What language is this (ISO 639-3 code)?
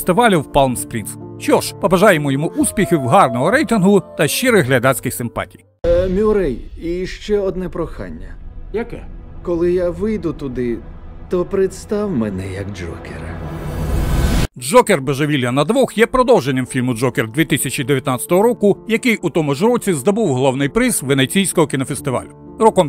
ukr